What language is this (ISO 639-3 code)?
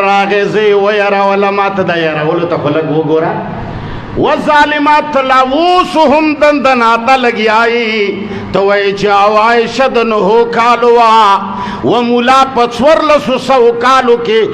pus